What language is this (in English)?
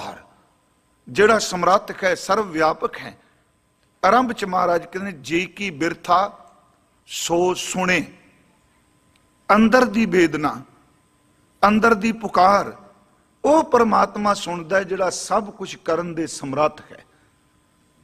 Punjabi